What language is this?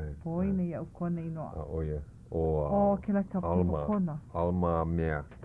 Hawaiian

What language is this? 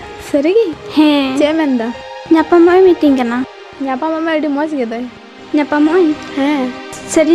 Santali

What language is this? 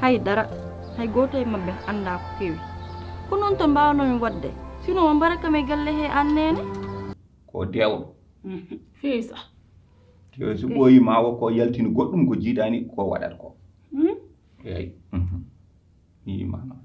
Fula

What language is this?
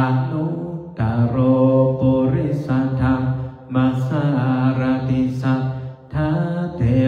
Pali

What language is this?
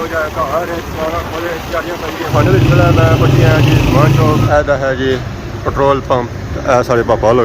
Pahari-Potwari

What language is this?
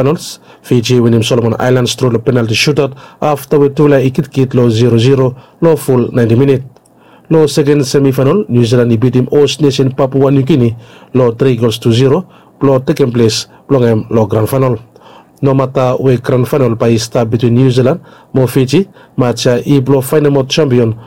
Bislama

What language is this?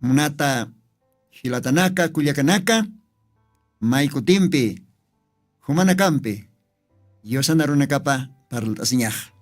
Aymara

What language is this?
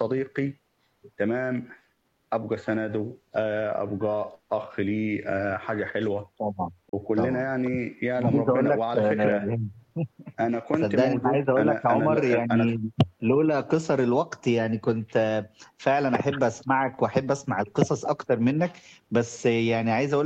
Egyptian Arabic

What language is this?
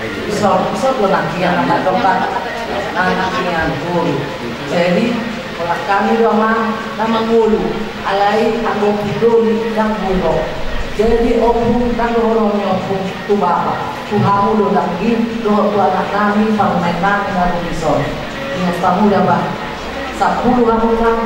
Batak Toba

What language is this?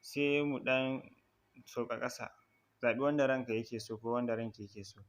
Hausa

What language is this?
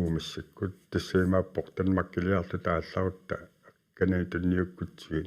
Kalaallisut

